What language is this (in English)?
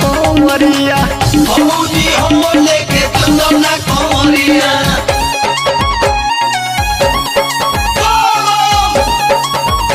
Bhojpuri